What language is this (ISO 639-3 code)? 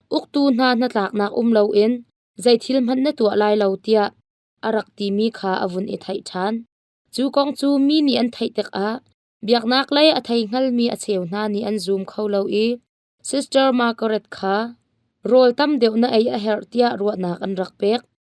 cnh